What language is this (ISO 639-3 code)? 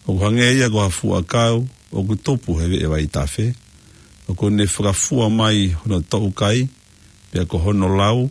ton